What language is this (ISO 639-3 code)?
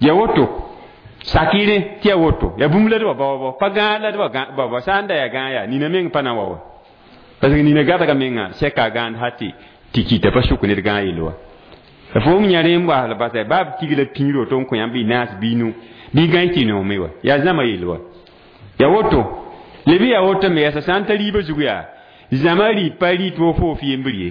mos